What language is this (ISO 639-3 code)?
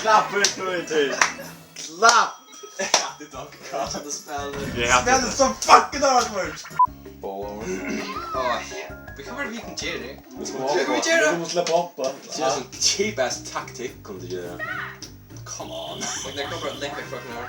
fao